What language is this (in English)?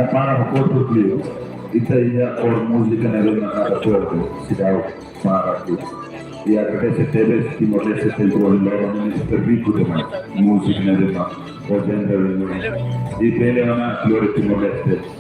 Tetum